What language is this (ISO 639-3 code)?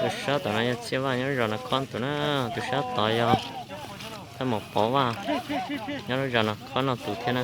hmn